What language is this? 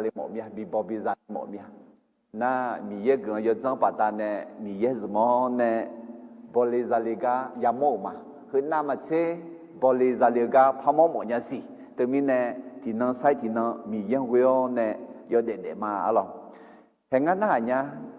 Akha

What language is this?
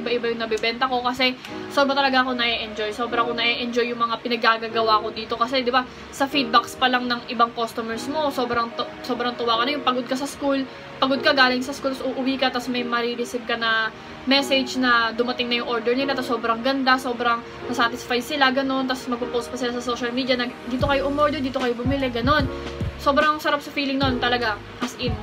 Filipino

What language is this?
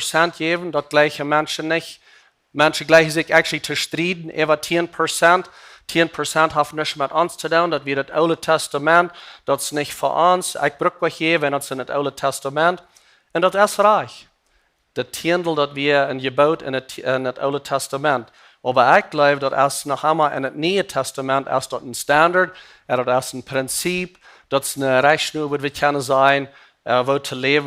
Plautdietsch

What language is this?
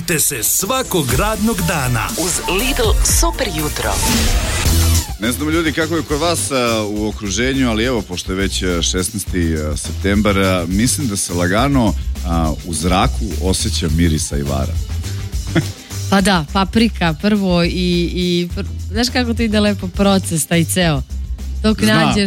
Serbian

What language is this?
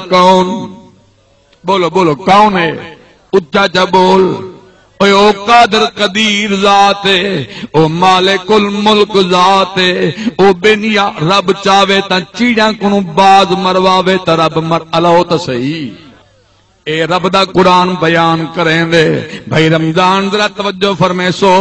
Saraiki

